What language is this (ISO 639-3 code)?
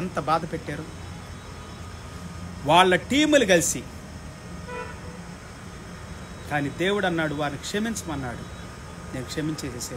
tel